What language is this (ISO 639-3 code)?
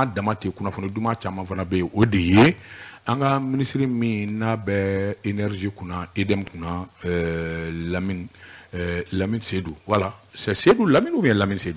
bam